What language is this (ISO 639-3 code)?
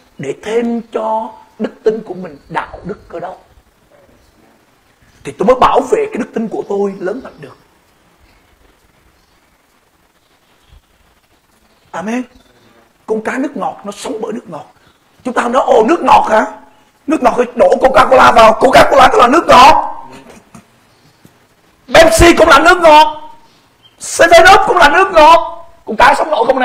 vie